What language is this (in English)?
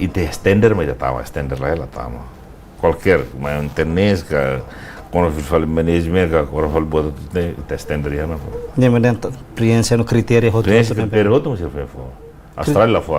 Tetum